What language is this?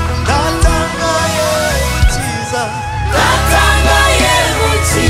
Kinyarwanda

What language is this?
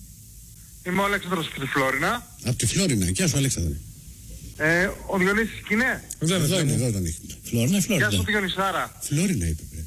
Greek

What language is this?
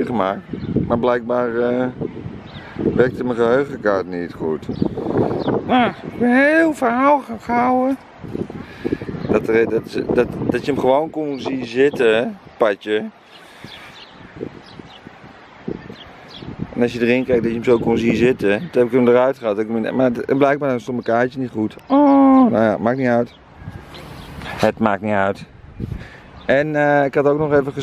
Dutch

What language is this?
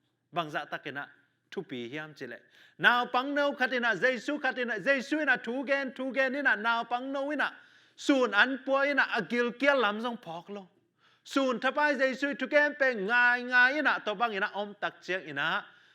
Tedim Chin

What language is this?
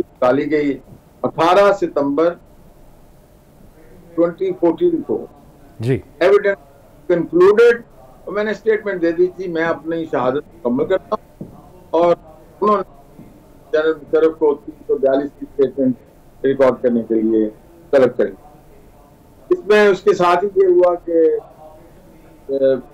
Urdu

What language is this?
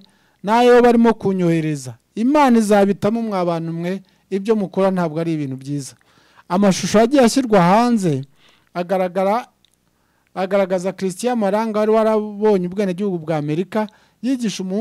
Kinyarwanda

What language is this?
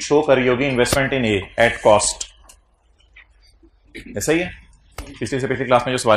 Hindi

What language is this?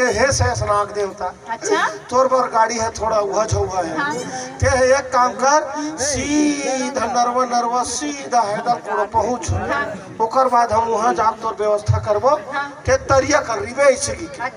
Chhattisgarhi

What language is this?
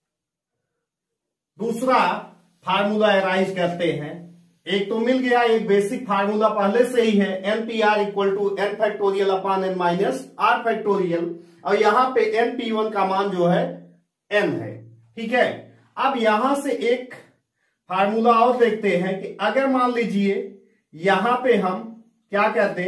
Hindi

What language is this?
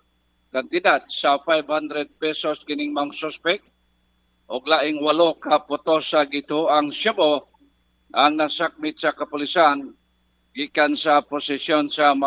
Cebuano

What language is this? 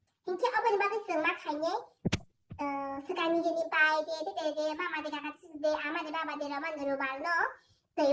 Kok Borok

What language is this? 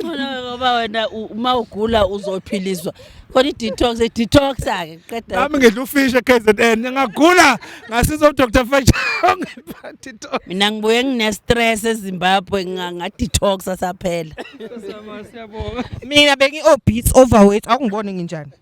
Zulu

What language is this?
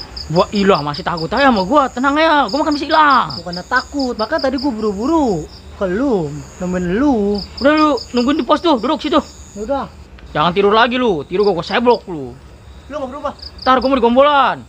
Betawi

